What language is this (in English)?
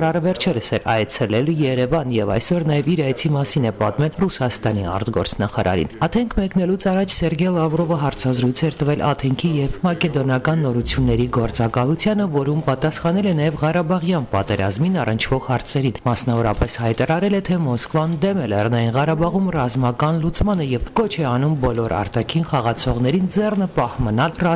Armenian